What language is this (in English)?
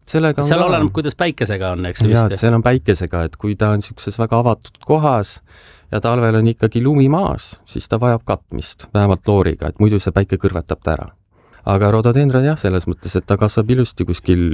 Estonian